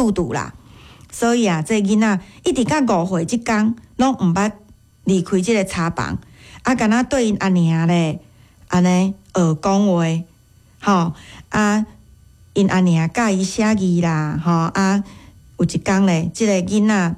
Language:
Min Nan Chinese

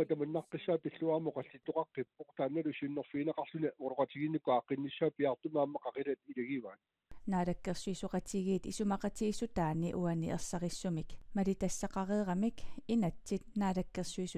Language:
Kalaallisut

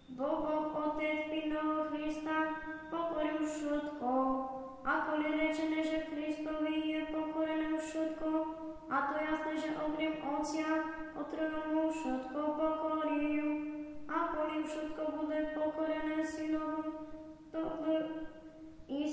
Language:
Slovak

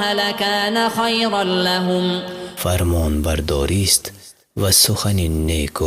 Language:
Persian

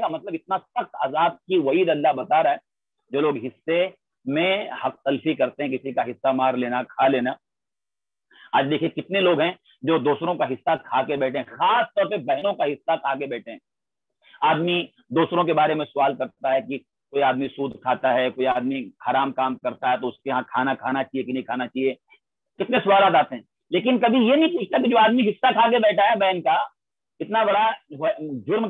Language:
Urdu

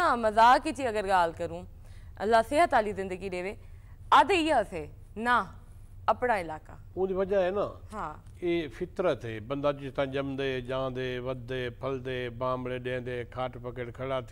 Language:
Saraiki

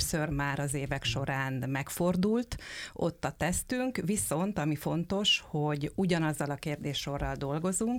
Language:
Hungarian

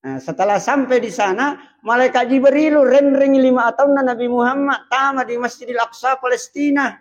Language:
Buginese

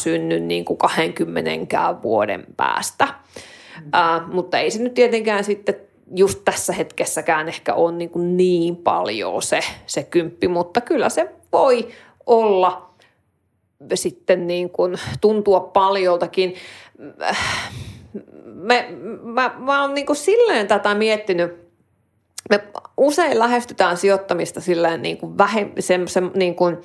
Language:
Finnish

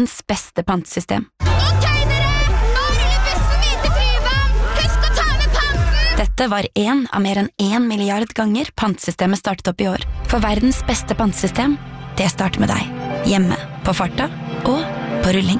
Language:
Norwegian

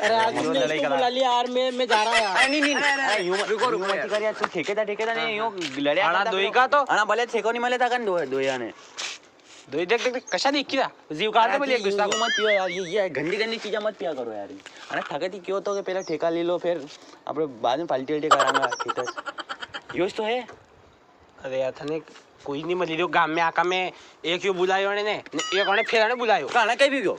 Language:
Rajasthani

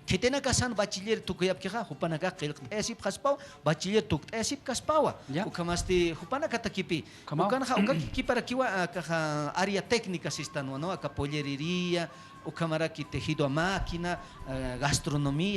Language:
Aymara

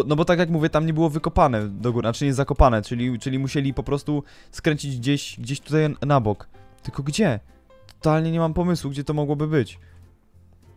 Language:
Polish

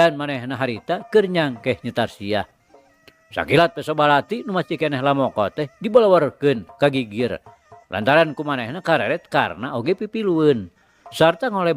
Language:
Sundanese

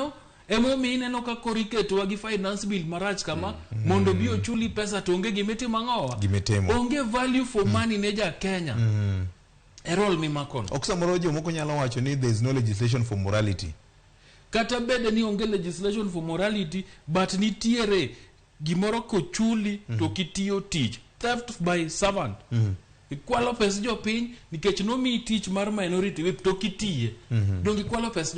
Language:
Luo (Kenya and Tanzania)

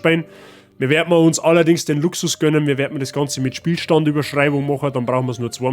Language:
Bavarian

